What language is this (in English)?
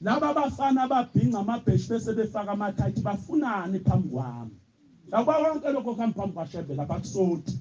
Zulu